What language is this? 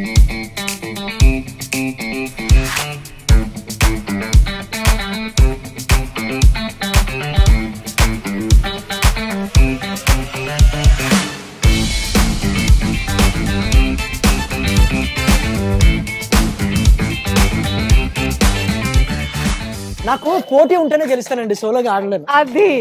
Telugu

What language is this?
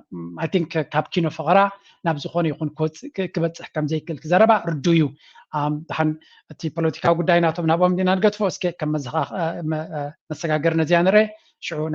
Tigrinya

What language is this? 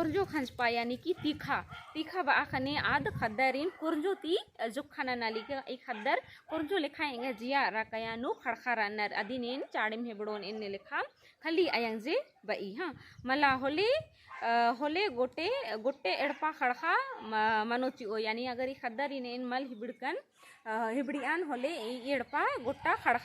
Kurukh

